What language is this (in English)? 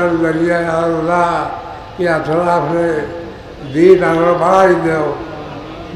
Sylheti